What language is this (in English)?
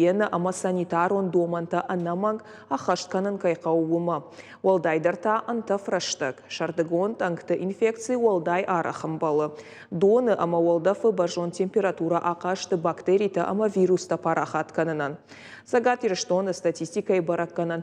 Ossetic